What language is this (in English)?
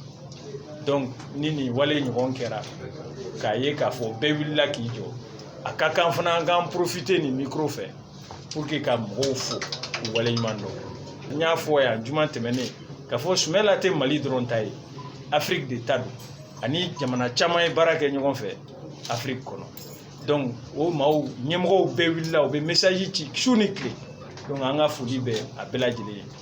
Bambara